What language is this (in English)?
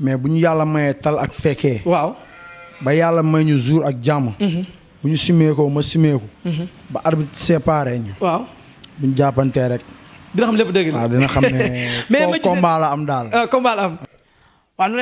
Wolof